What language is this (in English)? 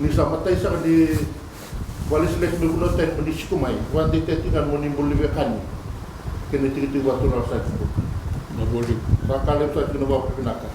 Fijian